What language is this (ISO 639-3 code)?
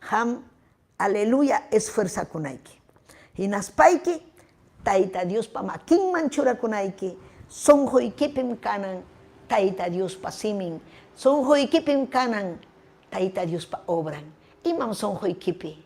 quy